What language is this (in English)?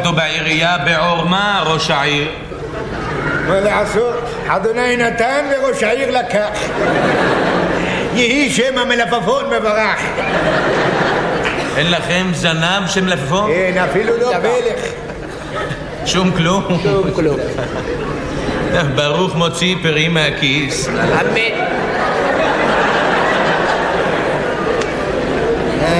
Hebrew